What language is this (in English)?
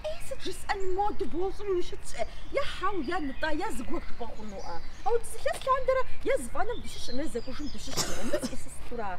Kabardian